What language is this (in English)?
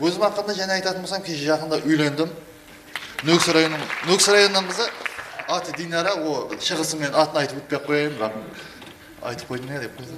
Kara-Kalpak